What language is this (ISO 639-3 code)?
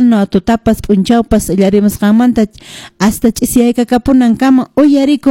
que